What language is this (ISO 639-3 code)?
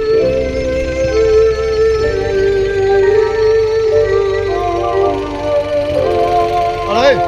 lao